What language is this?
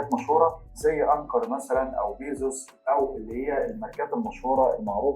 Egyptian Arabic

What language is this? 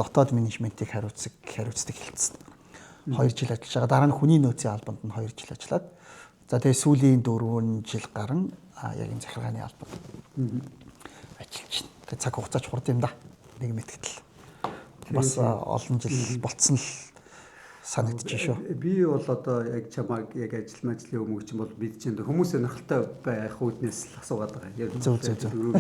Mongolian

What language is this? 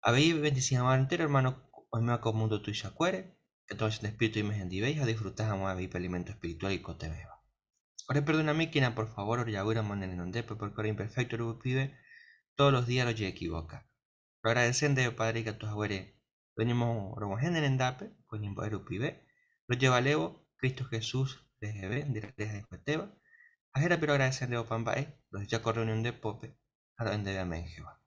Guarani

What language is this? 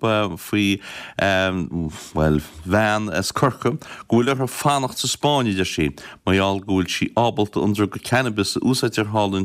Irish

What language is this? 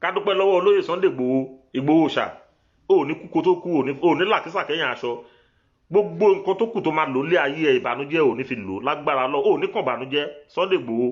Yoruba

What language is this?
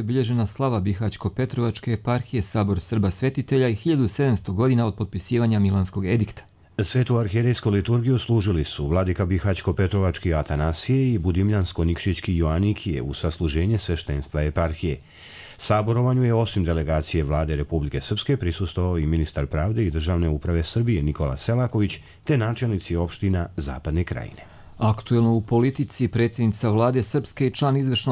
Croatian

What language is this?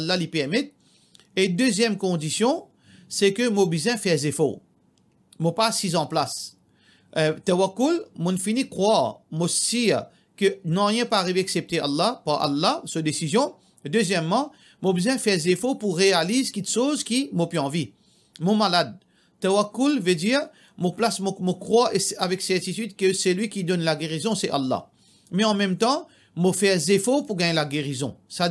Morisyen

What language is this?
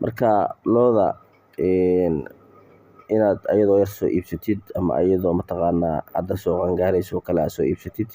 Somali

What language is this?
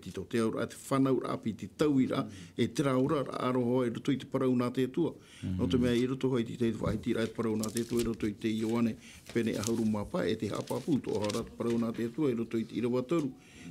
Tahitian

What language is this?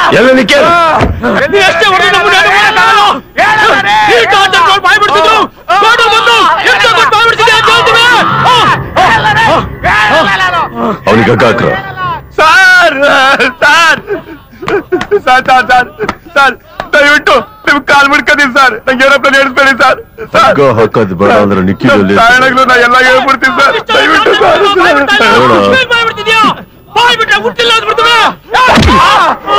Kannada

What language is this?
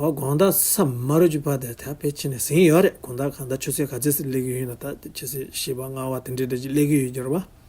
Tibetan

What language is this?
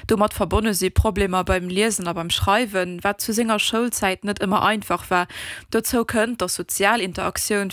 Luxembourgish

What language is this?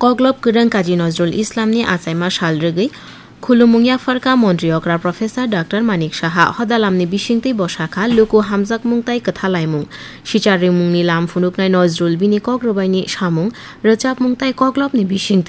Kok Borok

